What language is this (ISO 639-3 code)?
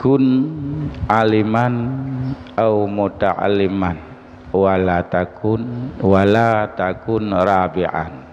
ace